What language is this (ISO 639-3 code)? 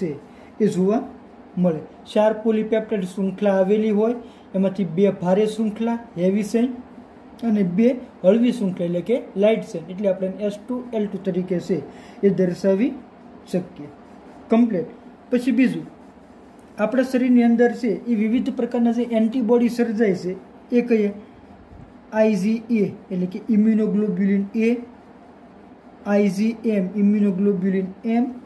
guj